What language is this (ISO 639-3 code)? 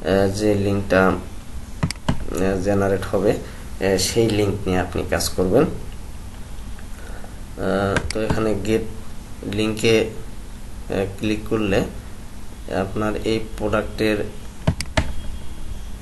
ben